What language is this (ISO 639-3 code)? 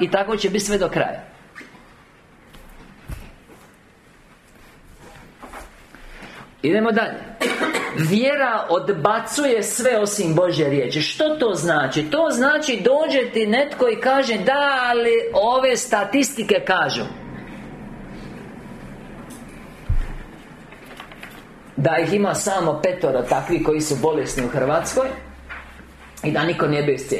hrv